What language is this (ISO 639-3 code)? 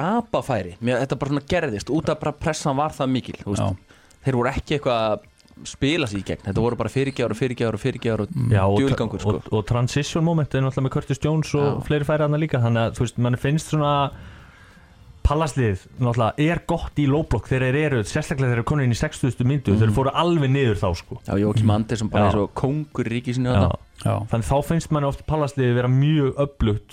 isl